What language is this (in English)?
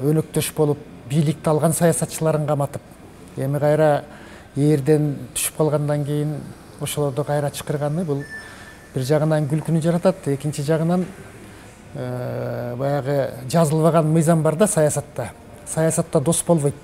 Kyrgyz